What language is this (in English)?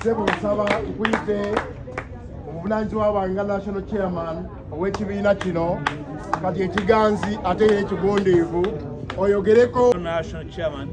Ganda